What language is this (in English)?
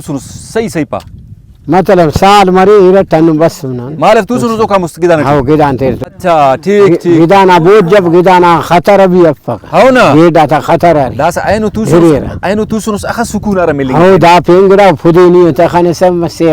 Brahui